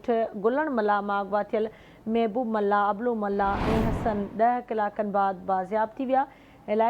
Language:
Sindhi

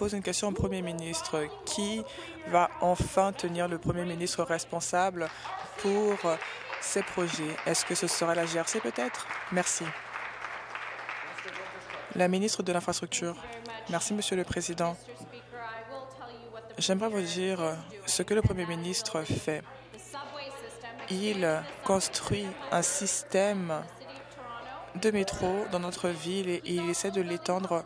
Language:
French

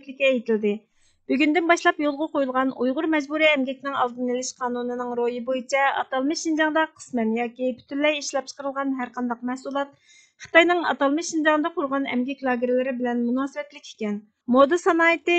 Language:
Uyghur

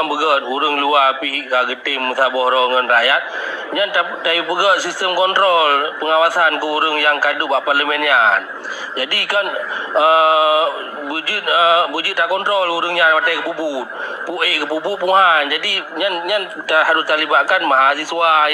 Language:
Achinese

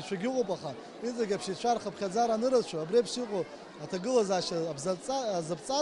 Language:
Abkhazian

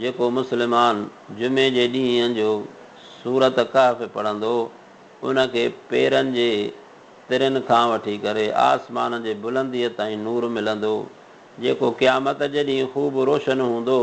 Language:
Sindhi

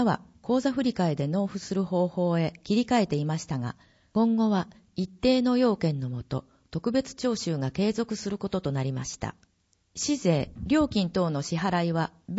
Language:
Japanese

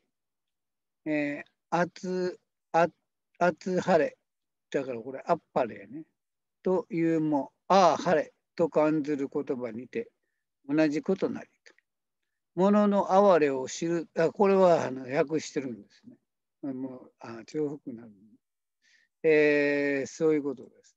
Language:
Japanese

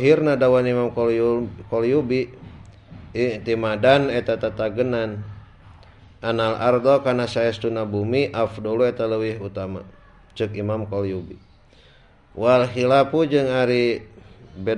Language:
Sundanese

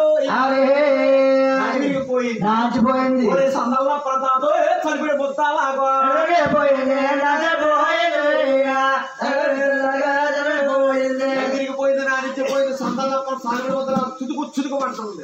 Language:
Telugu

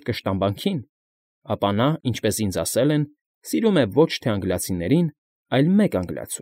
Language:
Armenian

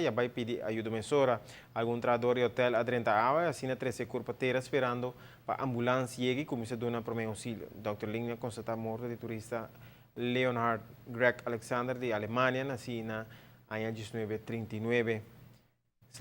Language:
Papiamento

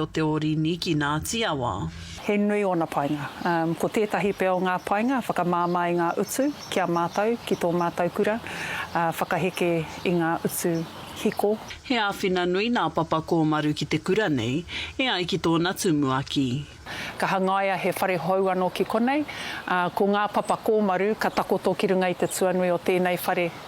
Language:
Māori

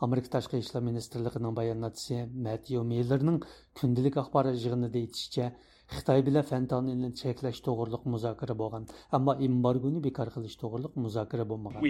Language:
Uyghur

